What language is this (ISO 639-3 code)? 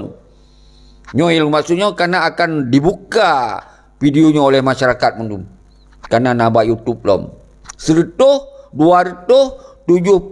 ace